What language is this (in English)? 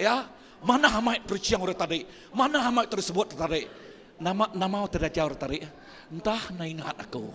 Iban